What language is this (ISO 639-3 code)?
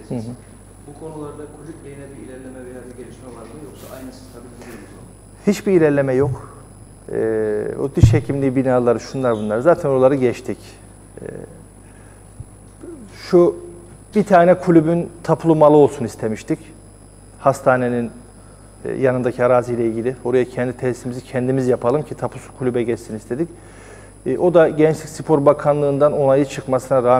tur